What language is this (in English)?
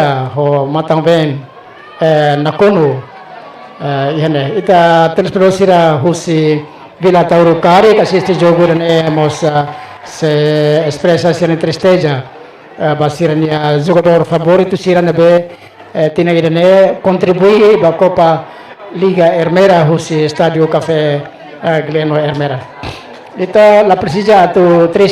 Tetum